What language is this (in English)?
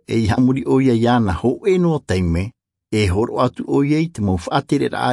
Tahitian